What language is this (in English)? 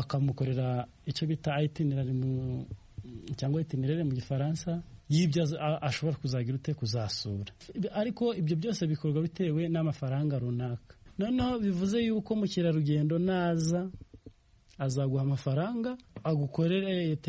Kinyarwanda